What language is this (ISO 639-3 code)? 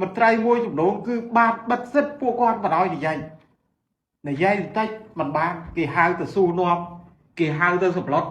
khm